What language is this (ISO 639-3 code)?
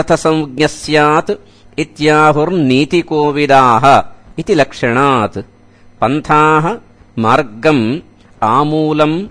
san